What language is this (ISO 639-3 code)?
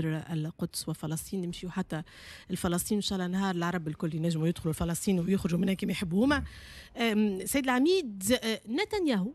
aeb